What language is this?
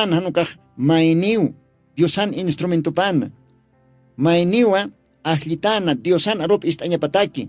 Aymara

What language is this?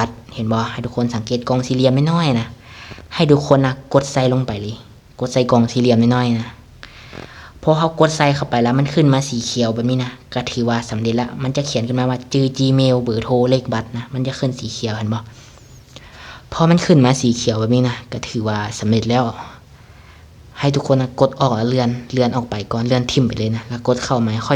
Lao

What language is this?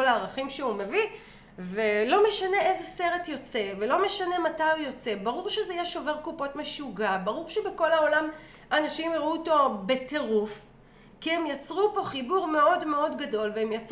Hebrew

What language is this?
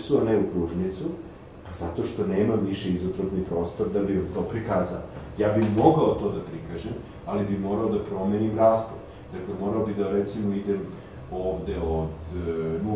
Serbian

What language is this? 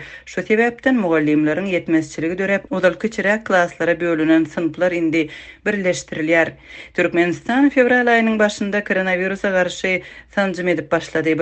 Turkmen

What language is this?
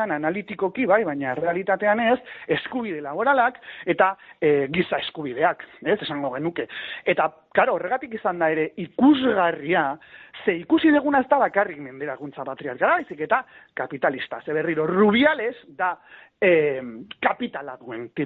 Basque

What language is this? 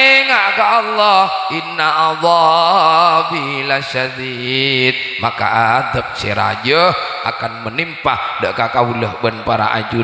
Madurese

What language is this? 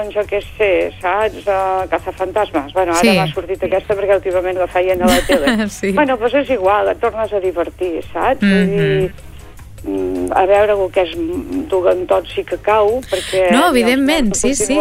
Catalan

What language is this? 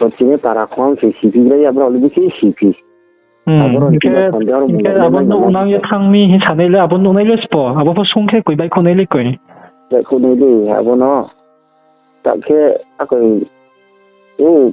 Riang (India)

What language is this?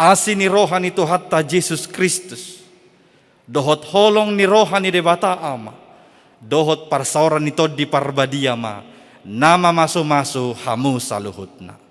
Batak Toba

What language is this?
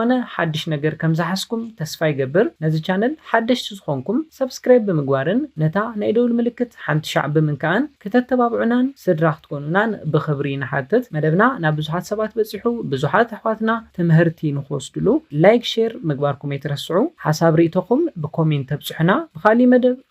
Tigrinya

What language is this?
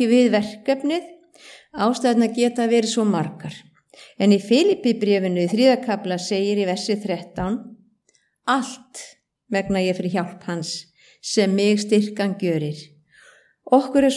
Icelandic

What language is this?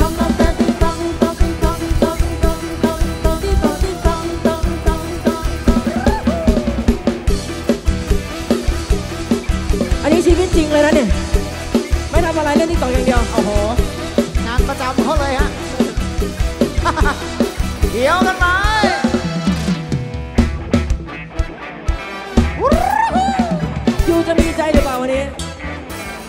Thai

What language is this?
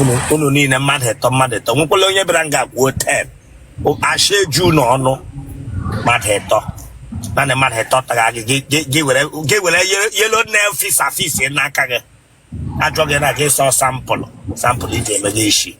Igbo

